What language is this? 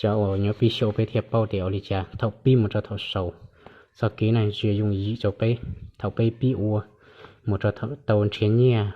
Hmong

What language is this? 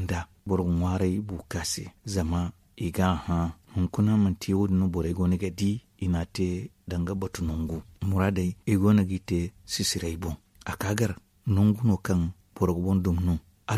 Zarma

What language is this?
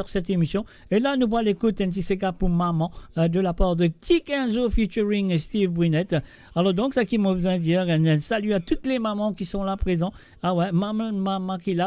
Morisyen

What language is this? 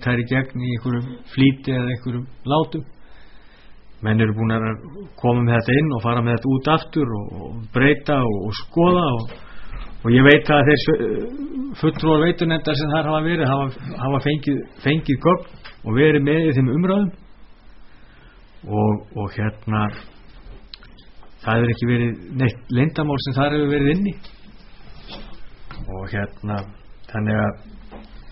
Icelandic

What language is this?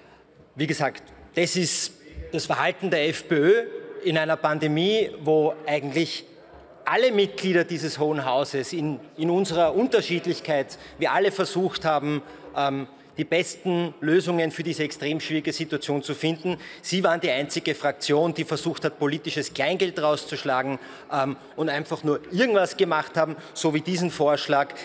German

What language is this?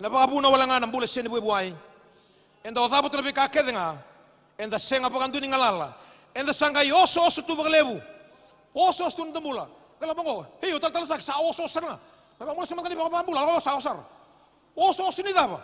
Fijian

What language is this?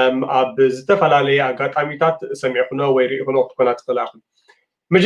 Tigrinya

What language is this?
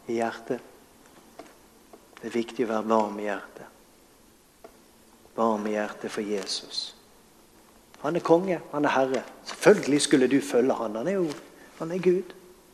Norwegian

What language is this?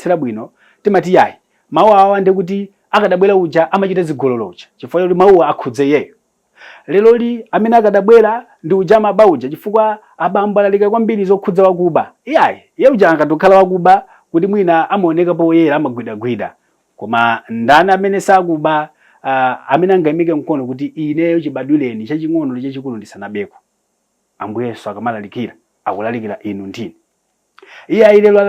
Nyanja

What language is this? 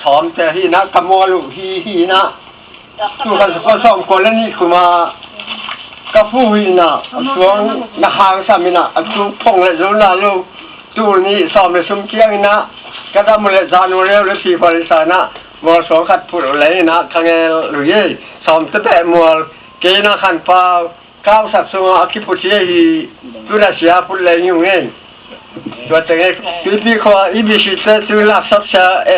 Tedim Chin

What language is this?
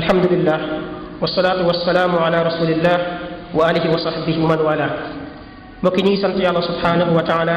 Wolof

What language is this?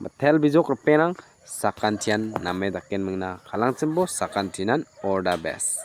Garo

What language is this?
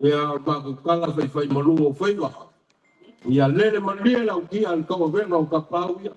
Samoan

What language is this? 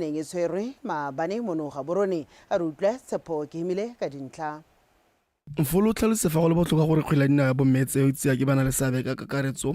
Tswana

